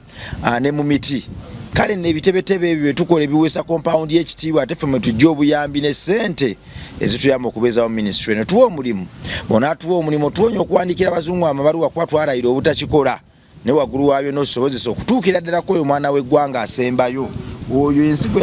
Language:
Ganda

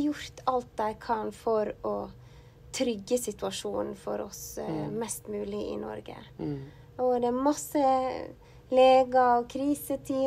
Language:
Norwegian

